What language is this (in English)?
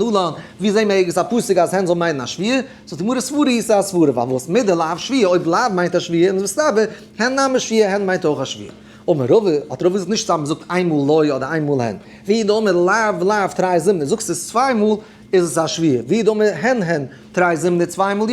Yiddish